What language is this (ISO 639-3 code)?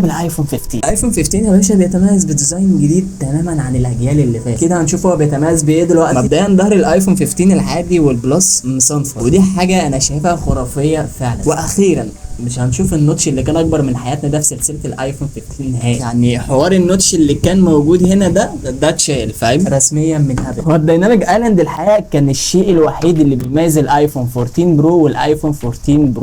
arz